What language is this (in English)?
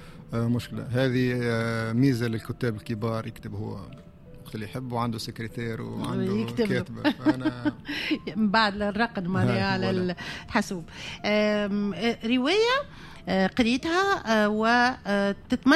Tunisian Arabic